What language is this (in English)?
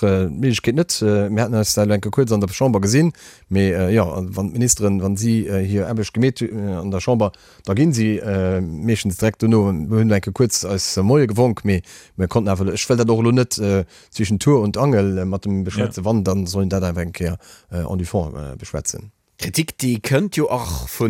Luxembourgish